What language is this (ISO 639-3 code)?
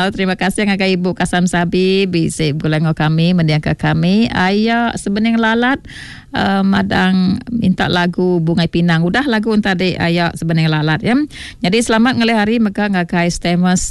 iba